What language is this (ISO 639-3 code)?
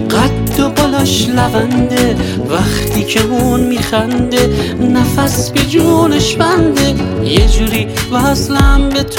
fas